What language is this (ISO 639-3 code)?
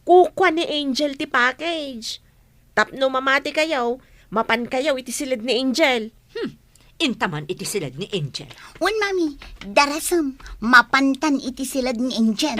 ilo